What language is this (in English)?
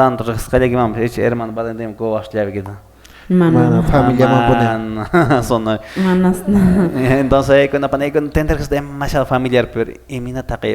Quechua